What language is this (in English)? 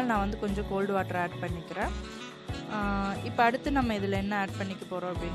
Tamil